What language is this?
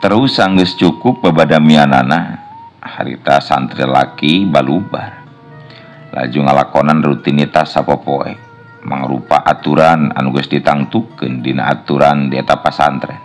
Sundanese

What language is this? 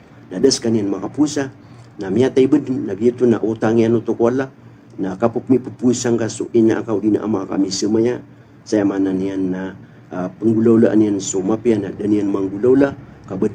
Maranao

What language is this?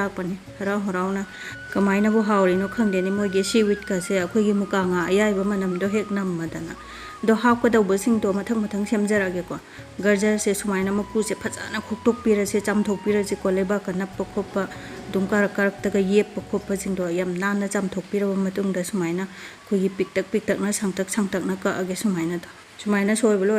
Manipuri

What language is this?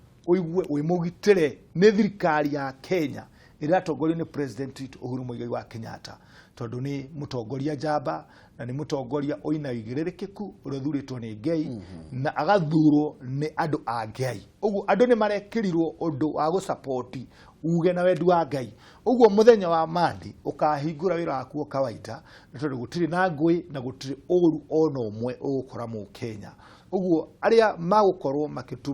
Kikuyu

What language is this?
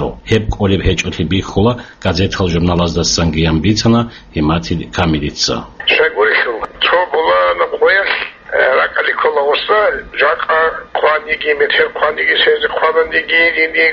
Avaric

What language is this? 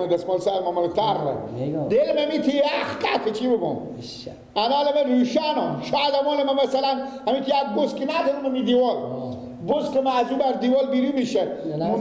Persian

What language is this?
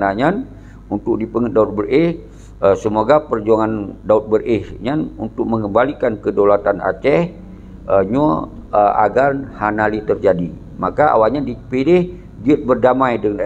Achinese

